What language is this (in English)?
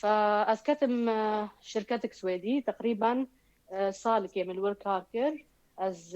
Kurdish